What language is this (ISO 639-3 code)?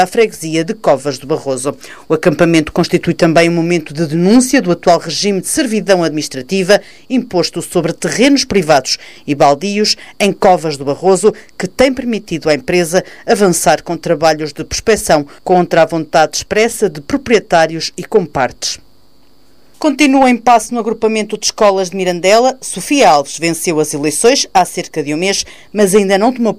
por